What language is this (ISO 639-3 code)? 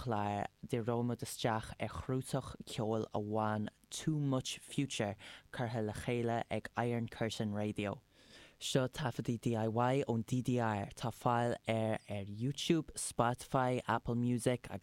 gle